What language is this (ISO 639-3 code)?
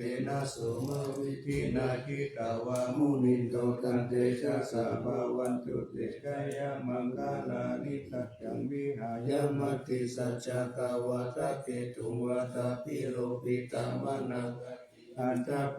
pli